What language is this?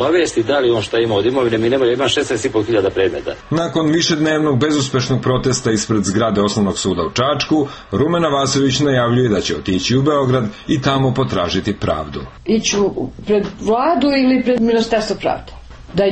Serbian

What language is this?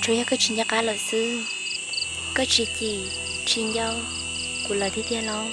Hmong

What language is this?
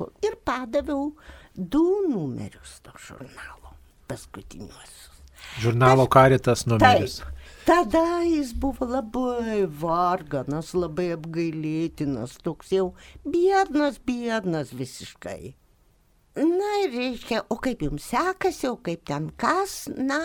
Lithuanian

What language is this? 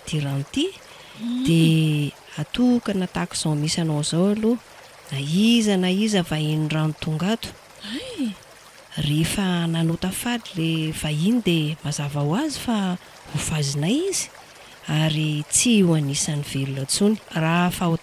Malagasy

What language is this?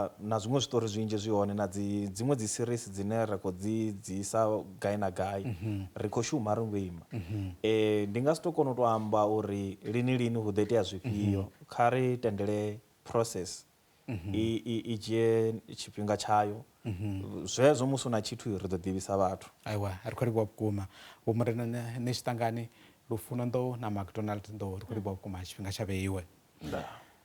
Venda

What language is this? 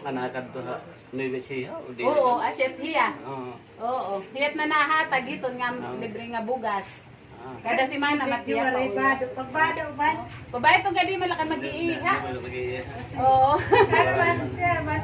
Waray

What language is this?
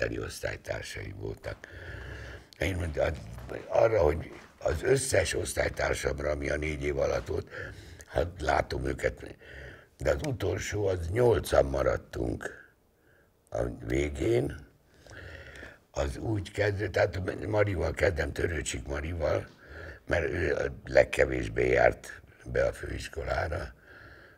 Hungarian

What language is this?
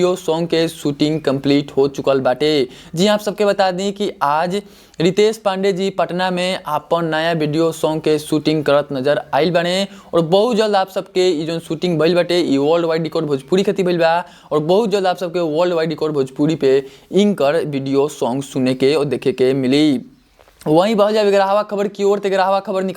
Bhojpuri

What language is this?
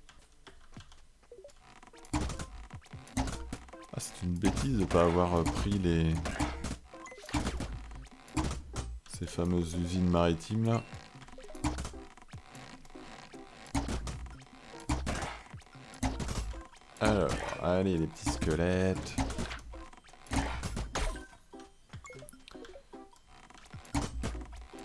French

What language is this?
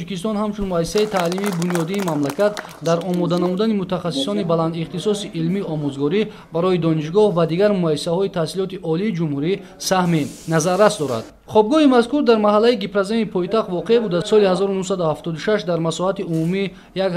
Tajik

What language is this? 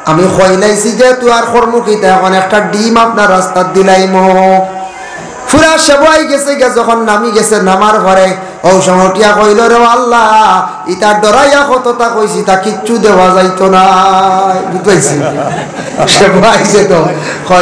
Sylheti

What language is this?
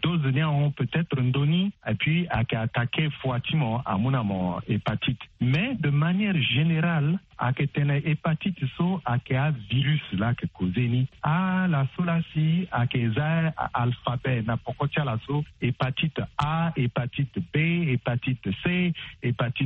Sango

